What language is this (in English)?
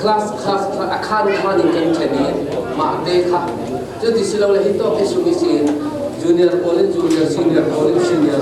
Falam Chin